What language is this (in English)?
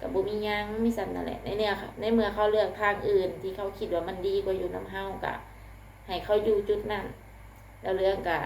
Lao